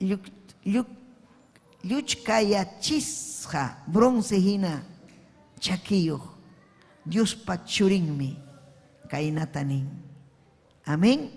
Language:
Ayacucho Quechua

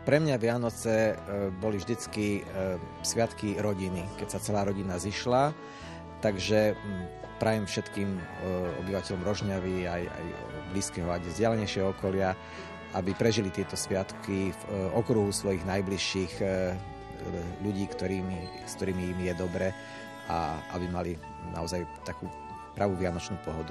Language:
Slovak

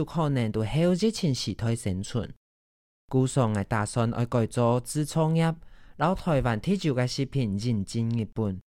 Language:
Hakka Chinese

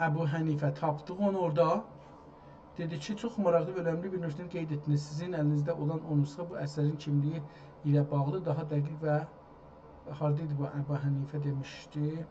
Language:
South Azerbaijani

